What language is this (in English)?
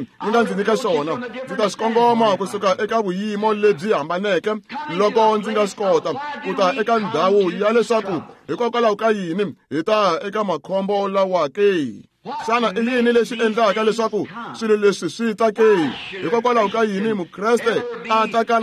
Tsonga